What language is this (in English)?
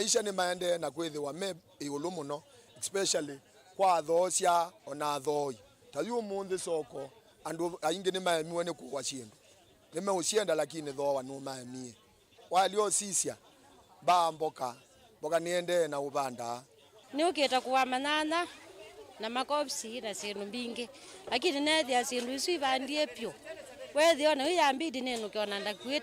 Kamba